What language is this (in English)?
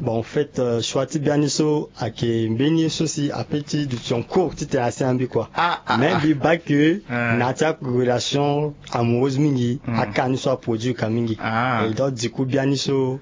Sango